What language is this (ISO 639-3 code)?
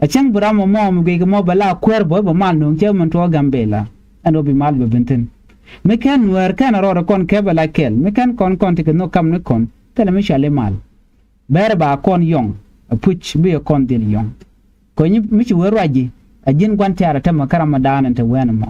nus